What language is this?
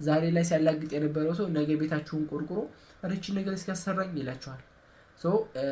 Amharic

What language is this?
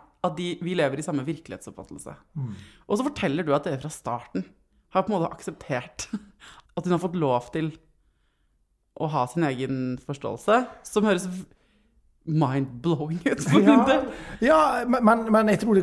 Norwegian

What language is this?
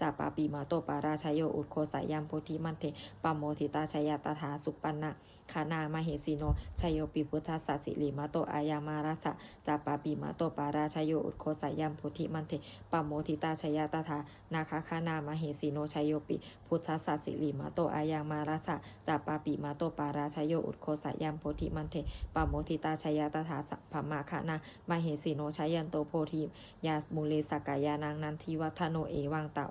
Pali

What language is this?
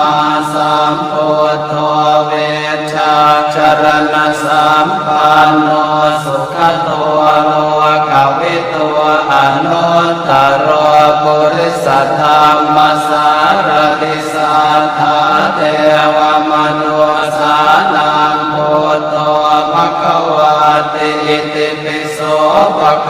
Pali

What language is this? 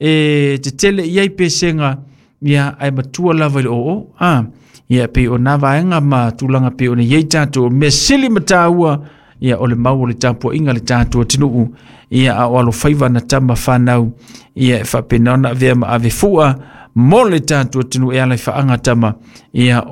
Samoan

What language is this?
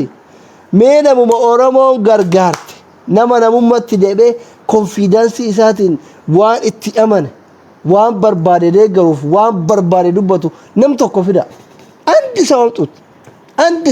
Oromo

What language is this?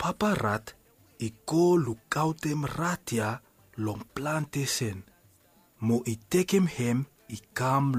Bislama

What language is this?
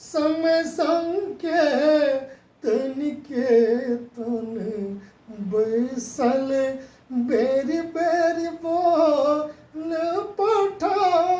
Maithili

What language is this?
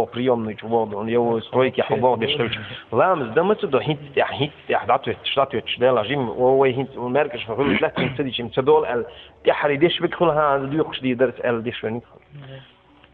Chechen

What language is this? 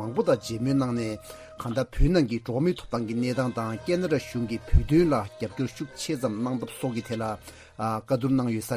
Tibetan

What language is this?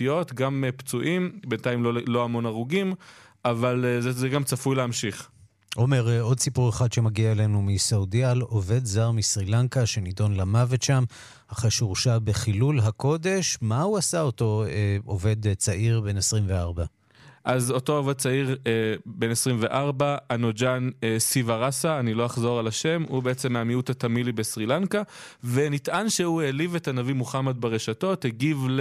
Hebrew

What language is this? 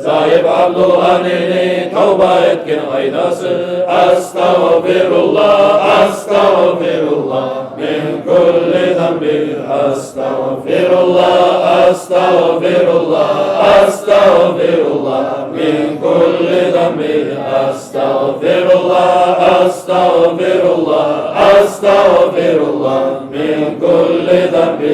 Kumyk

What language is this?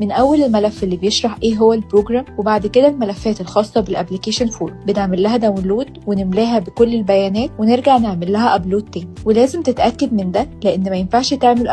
Egyptian Arabic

